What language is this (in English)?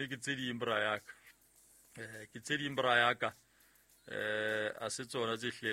Southern Sotho